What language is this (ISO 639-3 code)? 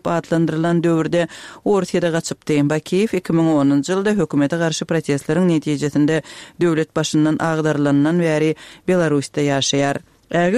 tuk